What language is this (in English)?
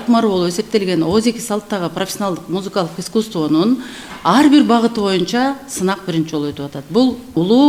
Kyrgyz